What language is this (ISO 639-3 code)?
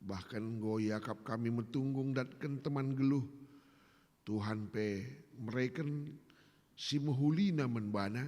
btx